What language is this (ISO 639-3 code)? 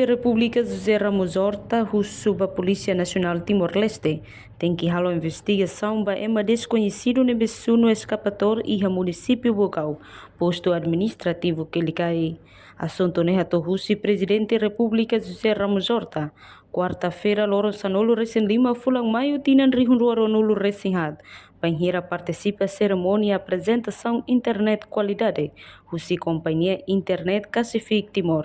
tet